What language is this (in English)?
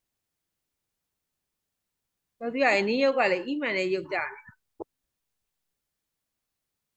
Burmese